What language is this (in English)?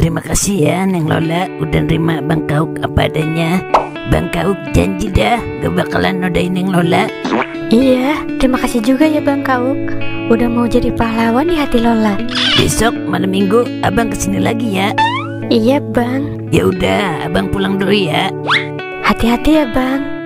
Betawi